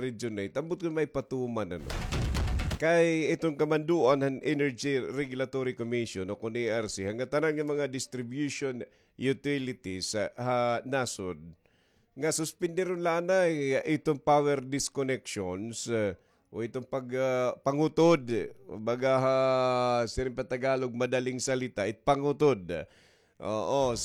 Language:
Waray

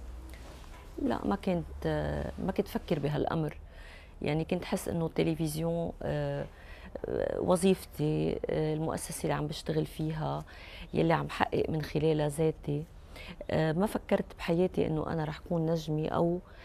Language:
North Levantine Arabic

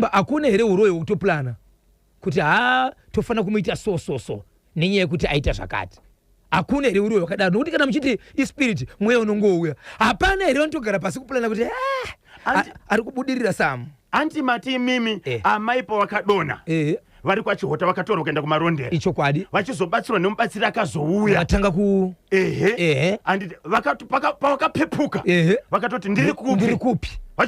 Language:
Shona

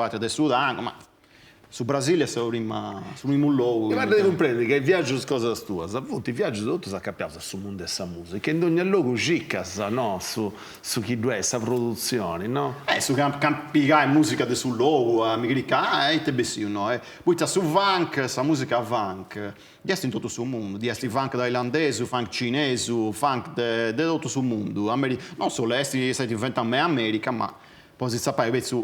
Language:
Sardinian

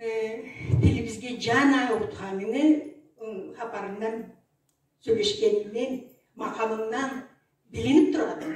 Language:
Karachay-Balkar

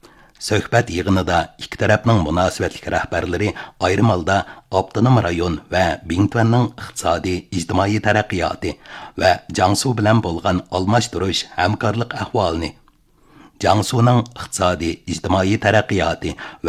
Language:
Uyghur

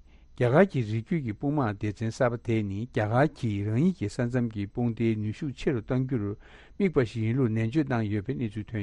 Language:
Tibetan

